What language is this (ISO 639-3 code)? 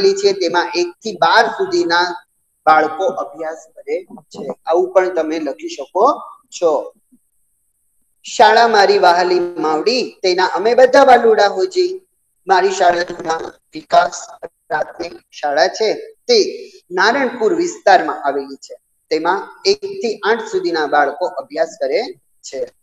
guj